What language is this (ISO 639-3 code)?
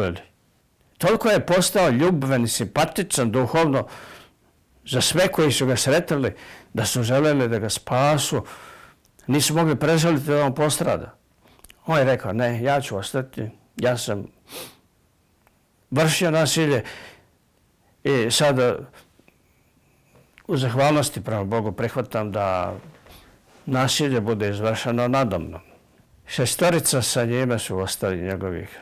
bos